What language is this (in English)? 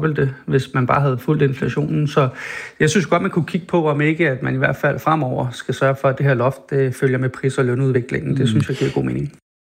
Danish